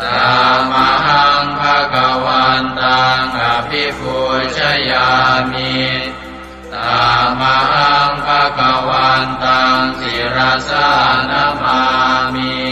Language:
Pali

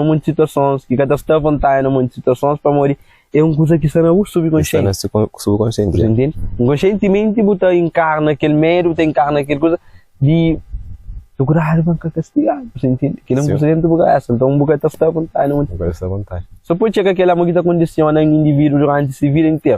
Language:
Kabuverdianu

